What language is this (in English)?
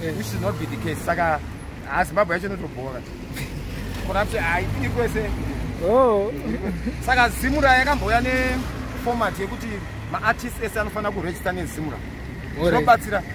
Shona